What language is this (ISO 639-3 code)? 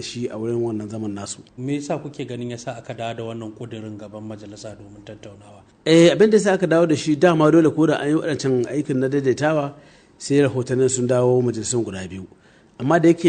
hau